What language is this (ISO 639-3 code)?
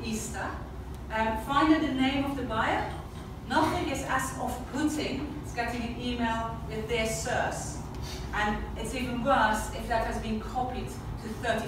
eng